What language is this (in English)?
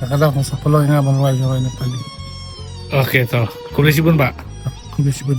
Khasi